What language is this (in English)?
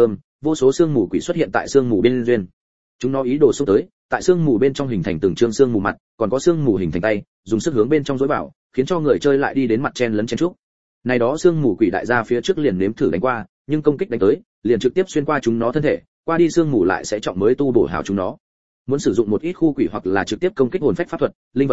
Vietnamese